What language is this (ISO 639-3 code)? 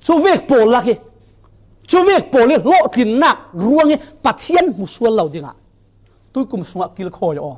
cfm